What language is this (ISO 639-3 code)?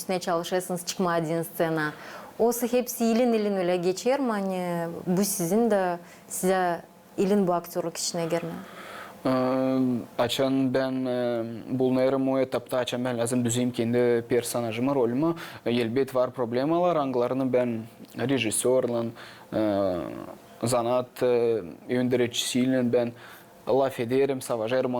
gag